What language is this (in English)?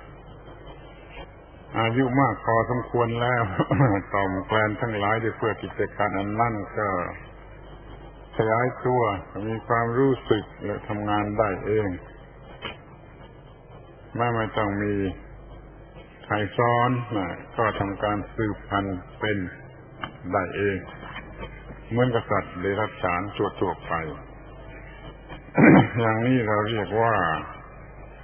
Thai